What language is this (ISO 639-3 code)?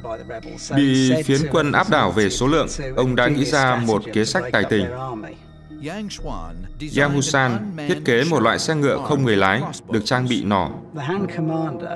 vie